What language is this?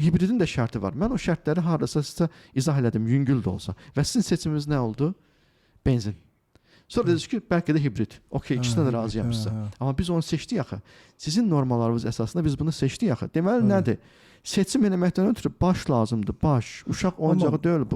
Azerbaijani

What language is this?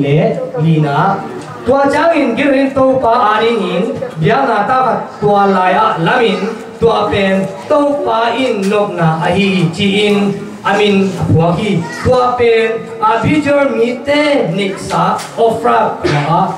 Tedim Chin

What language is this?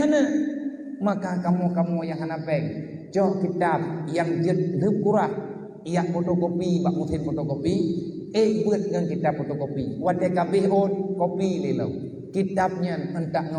Achinese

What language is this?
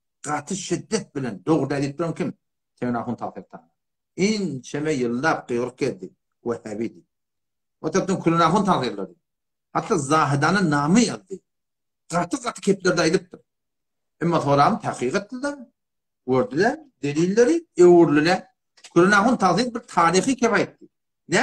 Turkmen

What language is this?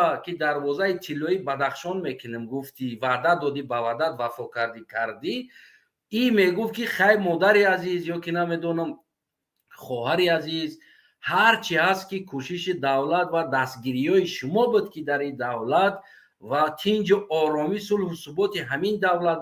Tajik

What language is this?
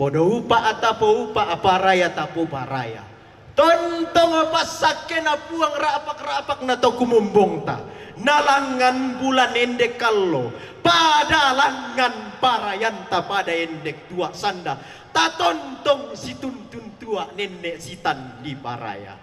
Toraja-Sa'dan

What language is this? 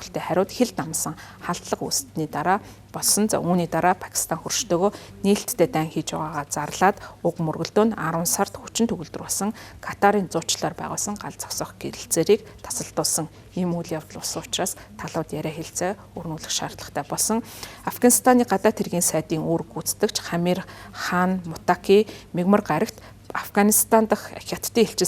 Mongolian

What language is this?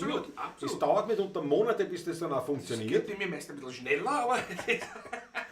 Bavarian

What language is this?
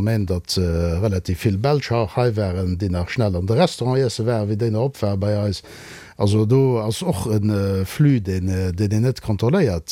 Luxembourgish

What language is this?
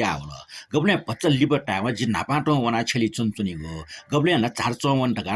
Newari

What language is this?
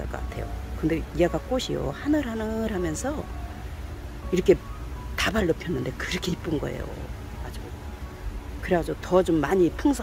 Korean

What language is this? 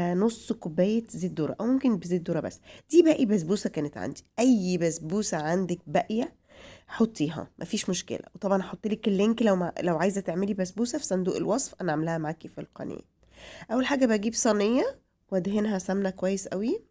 Egyptian Arabic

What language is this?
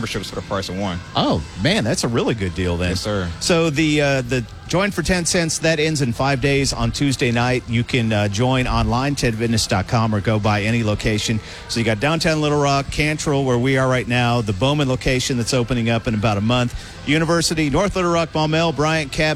English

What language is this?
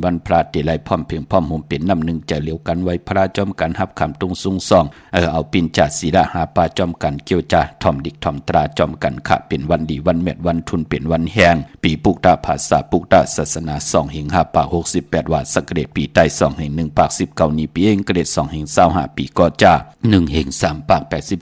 Shan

